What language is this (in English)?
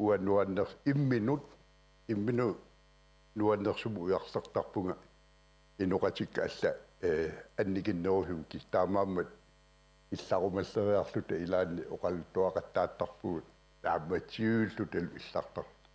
Kalaallisut